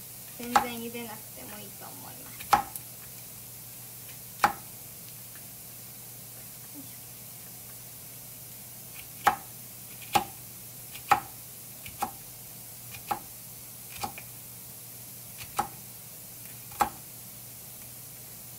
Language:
Japanese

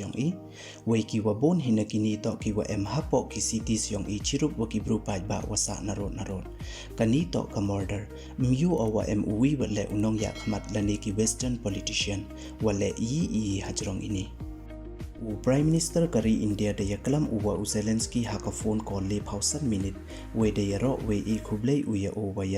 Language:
Pnar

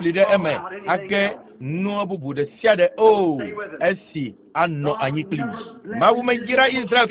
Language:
Ewe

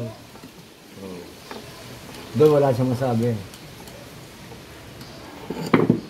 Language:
Filipino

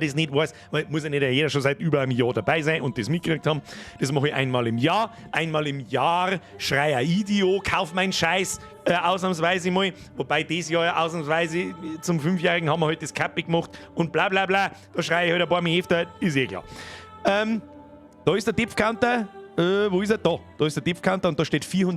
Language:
Bavarian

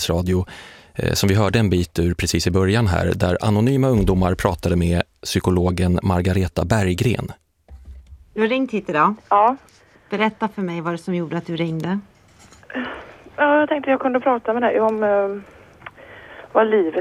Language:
Swedish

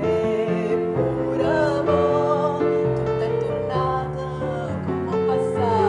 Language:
Neapolitan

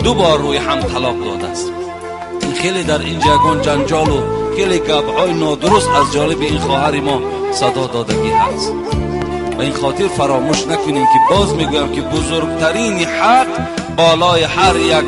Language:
Tajik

